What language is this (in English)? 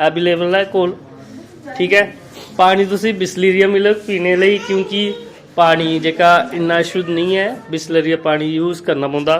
Dogri